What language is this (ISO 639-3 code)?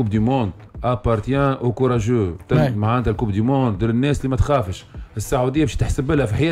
aeb